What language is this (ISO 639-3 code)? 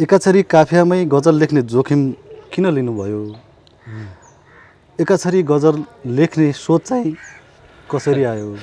nep